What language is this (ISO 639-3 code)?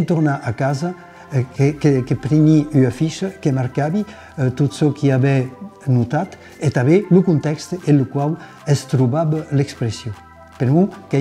oci